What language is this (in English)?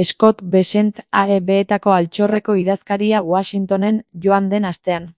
Basque